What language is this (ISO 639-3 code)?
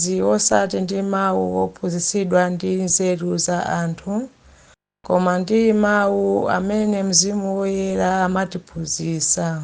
nya